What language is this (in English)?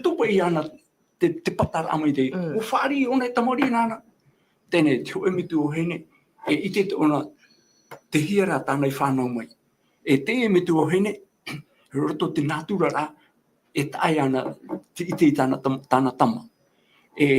Tahitian